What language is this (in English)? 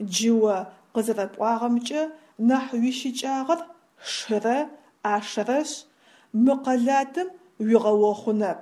Adyghe